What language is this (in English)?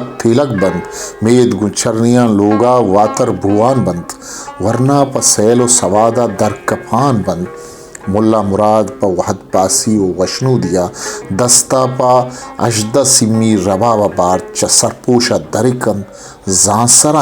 Baluchi